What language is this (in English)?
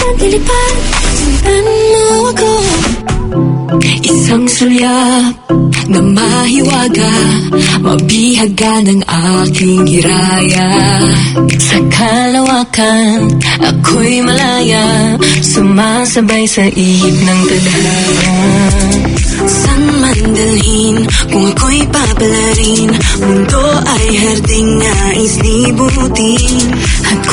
Filipino